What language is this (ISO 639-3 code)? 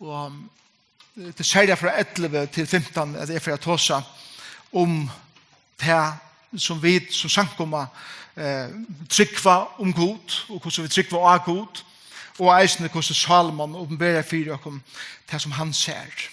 fao